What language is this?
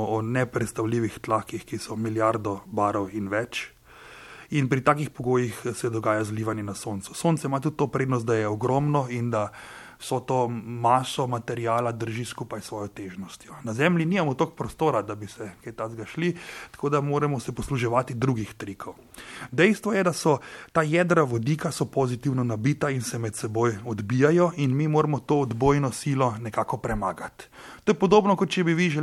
Slovenian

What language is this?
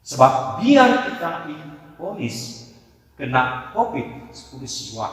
Batak Karo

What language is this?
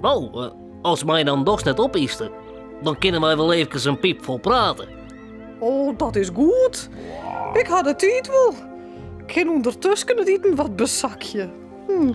Western Frisian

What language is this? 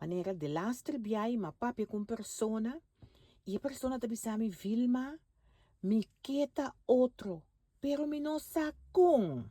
Papiamento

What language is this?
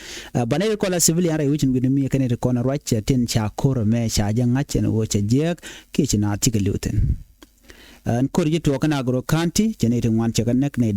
Nuer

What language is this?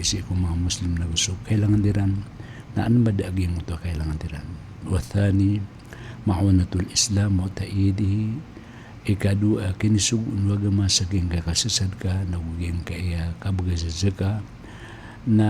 Maranao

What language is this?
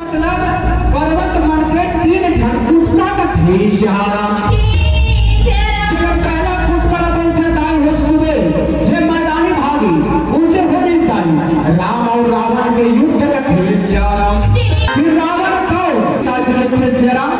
Chhattisgarhi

